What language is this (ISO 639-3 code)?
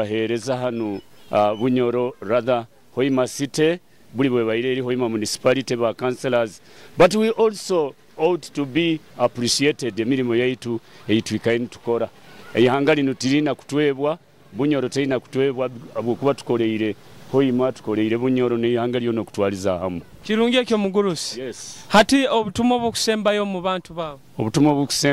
nyo